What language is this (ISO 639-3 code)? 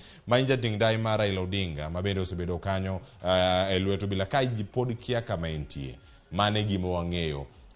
luo